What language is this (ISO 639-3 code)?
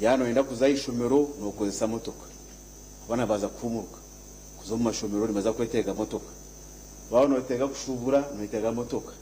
nyn